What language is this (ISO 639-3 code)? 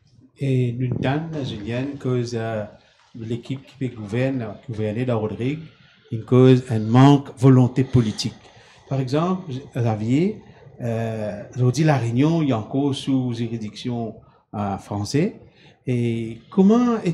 mfe